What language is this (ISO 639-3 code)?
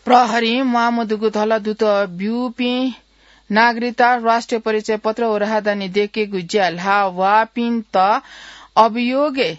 new